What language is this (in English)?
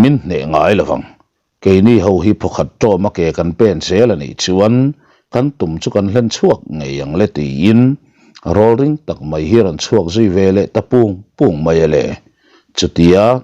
Mizo